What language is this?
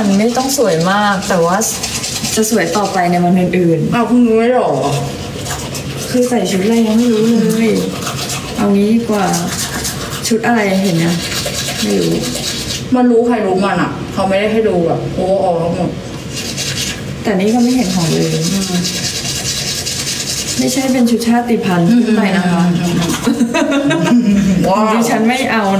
Thai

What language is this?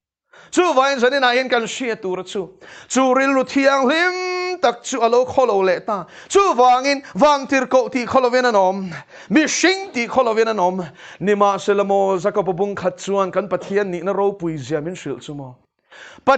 Mizo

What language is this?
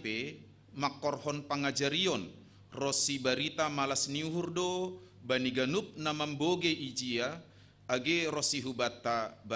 Batak Simalungun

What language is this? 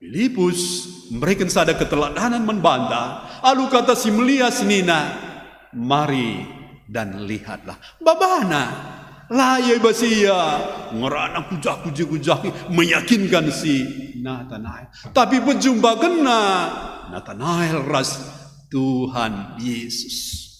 Batak Karo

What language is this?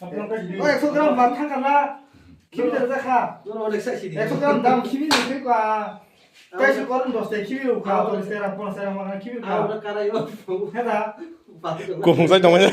Kok Borok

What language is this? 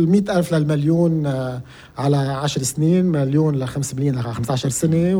North Levantine Arabic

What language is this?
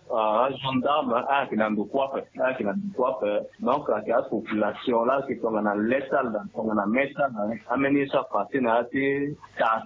Sango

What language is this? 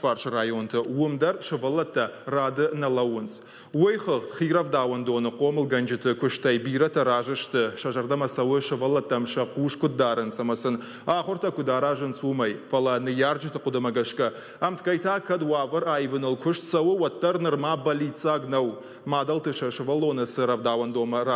Ossetic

